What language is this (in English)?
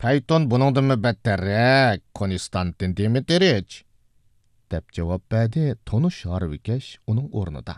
Uyghur